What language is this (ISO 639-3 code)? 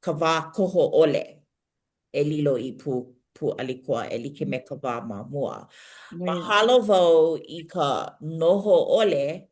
haw